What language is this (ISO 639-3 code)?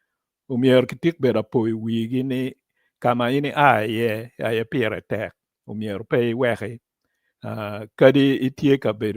ach